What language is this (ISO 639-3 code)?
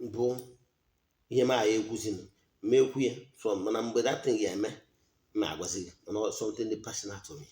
ibo